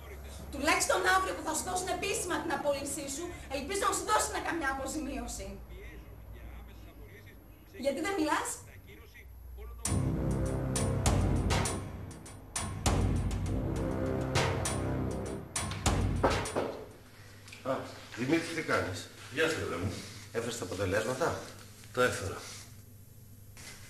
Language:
Greek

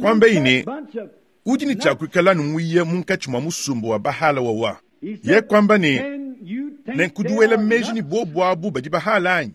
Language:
Luba-Lulua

